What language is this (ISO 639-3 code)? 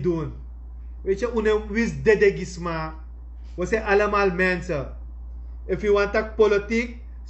srn